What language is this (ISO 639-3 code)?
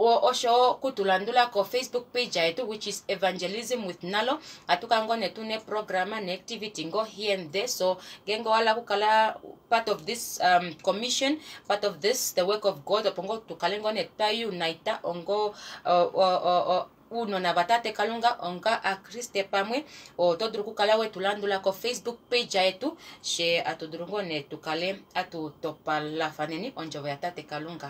kua